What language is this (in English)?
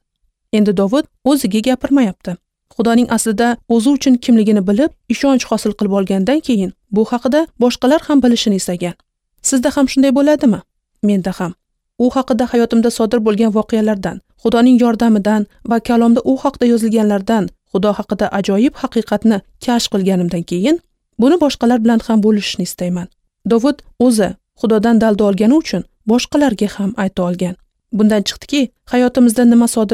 Uzbek